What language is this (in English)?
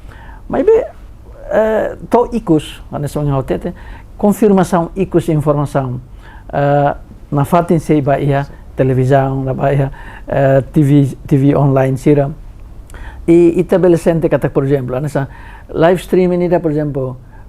Tetum